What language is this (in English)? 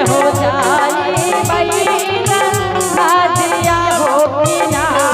Angika